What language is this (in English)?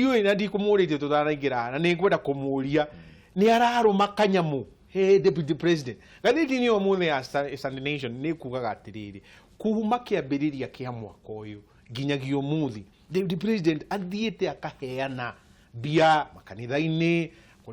Kikuyu